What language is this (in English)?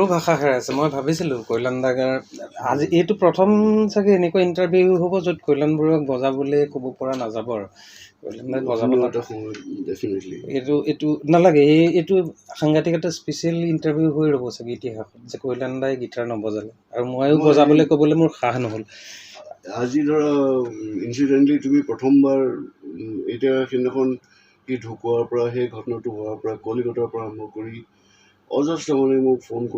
Assamese